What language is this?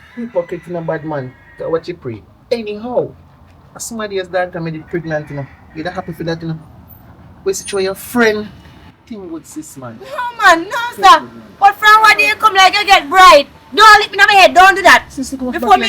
Jamaican Creole English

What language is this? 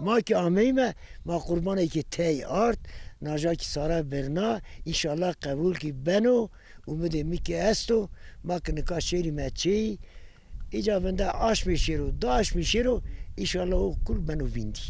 Zaza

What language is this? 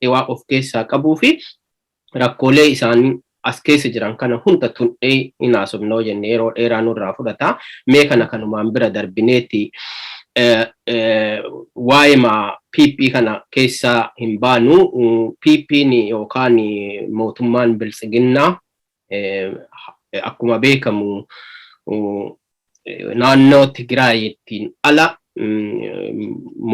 Oromo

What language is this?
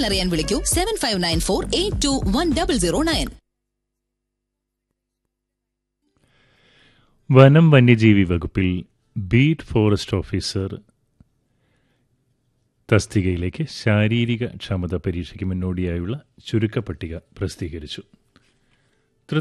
Malayalam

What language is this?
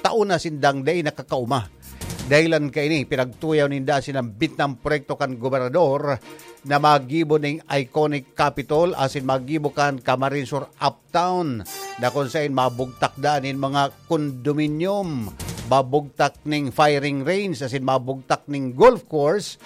Bikol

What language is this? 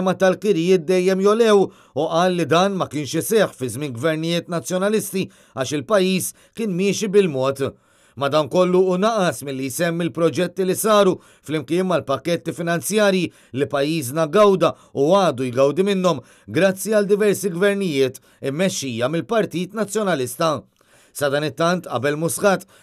Maltese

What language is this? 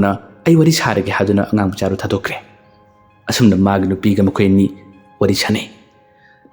Manipuri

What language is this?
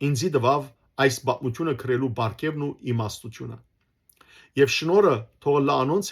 Western Armenian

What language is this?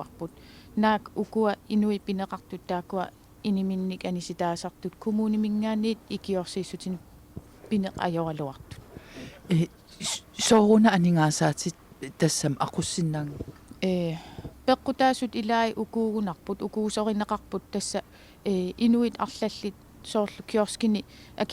Kalaallisut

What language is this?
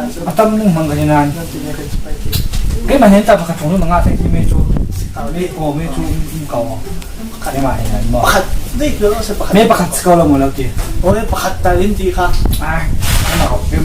Falam Chin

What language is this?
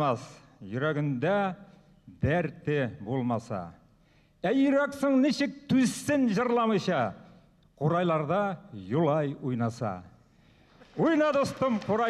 Bashkir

